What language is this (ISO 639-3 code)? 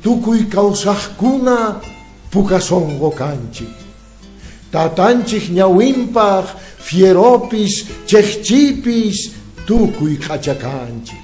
que